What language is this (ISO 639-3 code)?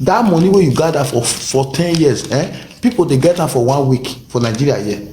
pcm